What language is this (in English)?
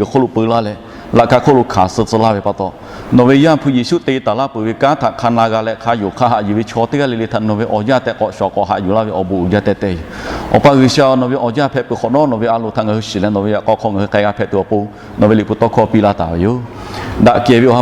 Lahu